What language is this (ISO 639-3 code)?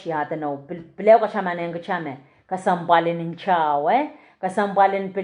pon